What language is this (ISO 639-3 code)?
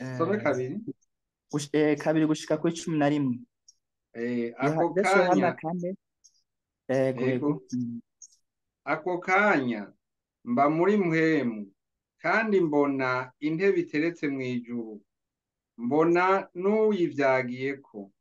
run